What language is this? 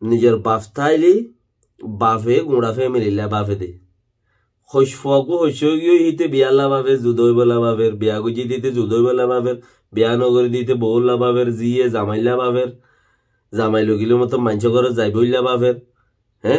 Rohingya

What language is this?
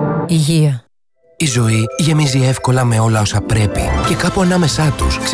Greek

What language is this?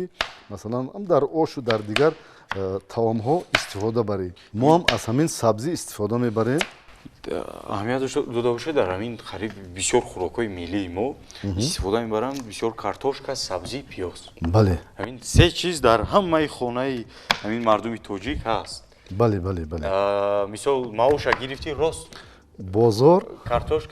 Tajik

